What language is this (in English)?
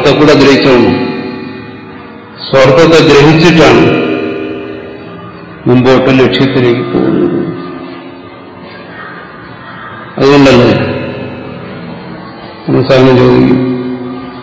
Malayalam